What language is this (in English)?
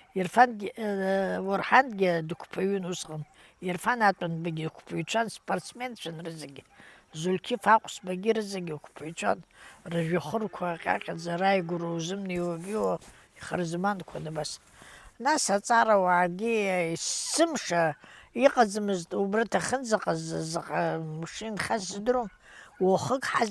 Abkhazian